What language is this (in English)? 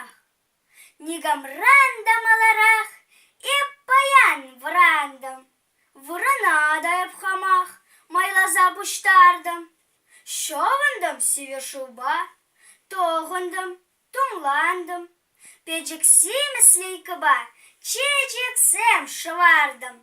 Chuvash